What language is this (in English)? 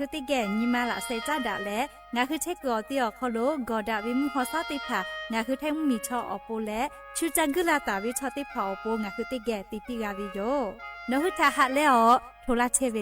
Lahu